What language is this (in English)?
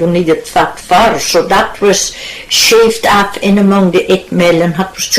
Scots